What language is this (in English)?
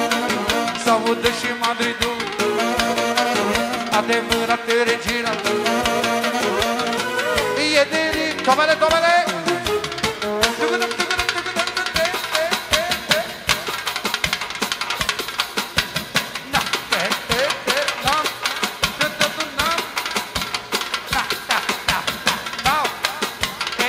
Romanian